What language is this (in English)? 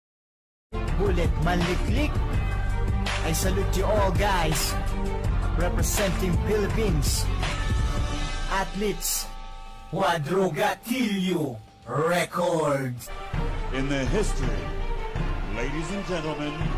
Filipino